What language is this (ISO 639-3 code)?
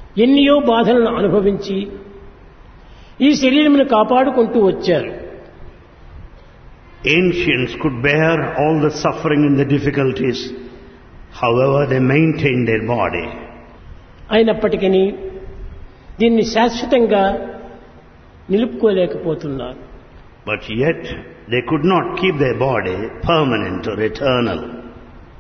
tel